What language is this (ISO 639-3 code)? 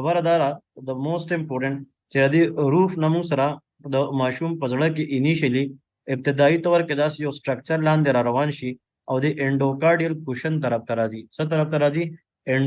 pus